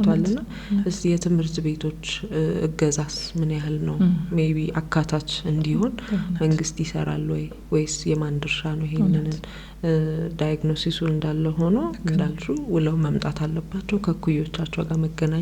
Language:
Amharic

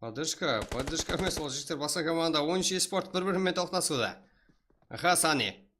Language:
Kara-Kalpak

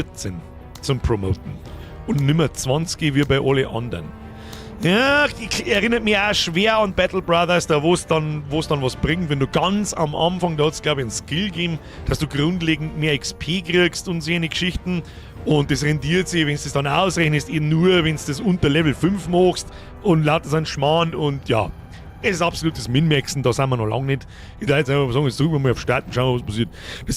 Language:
Bavarian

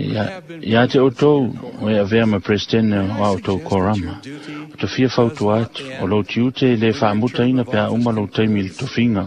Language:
Samoan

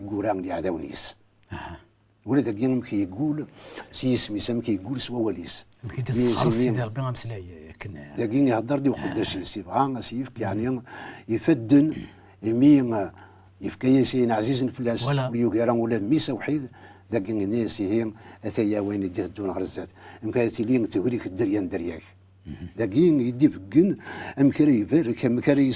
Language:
Kabyle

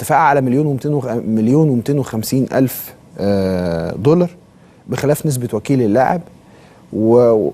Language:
Egyptian Arabic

